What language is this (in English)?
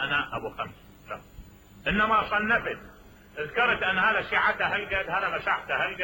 Mesopotamian Arabic